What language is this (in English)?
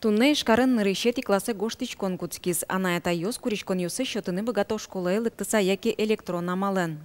Udmurt